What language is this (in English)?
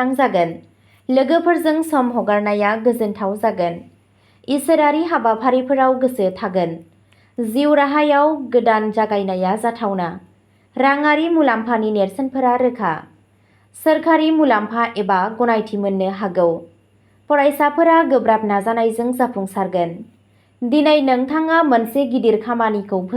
Bodo